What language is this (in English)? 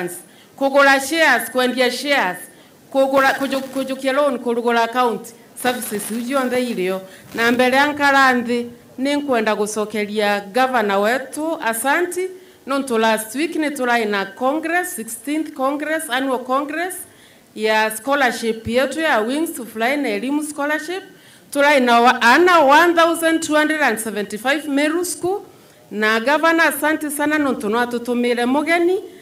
Meru